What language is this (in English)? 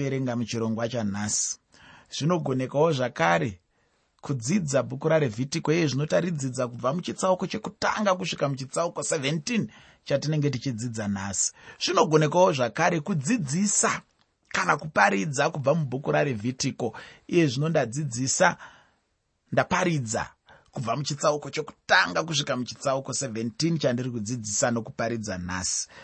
Shona